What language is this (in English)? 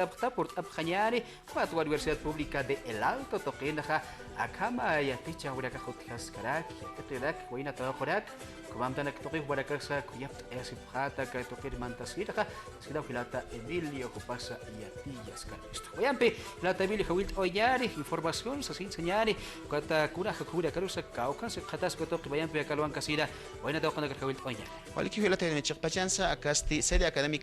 Aymara